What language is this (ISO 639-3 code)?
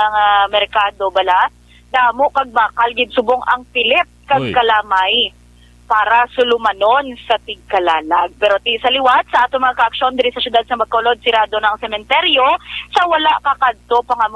hil